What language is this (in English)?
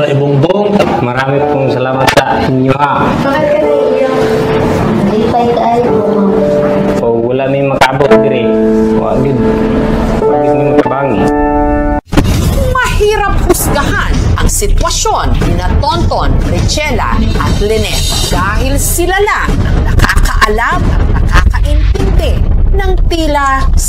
Filipino